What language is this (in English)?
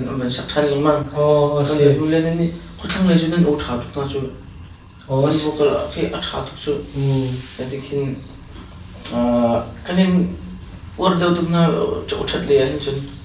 Hakha Chin